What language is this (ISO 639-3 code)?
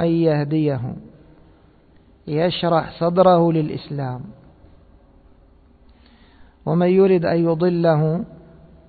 ara